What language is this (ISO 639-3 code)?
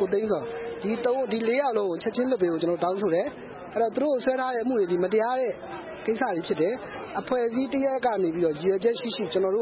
mya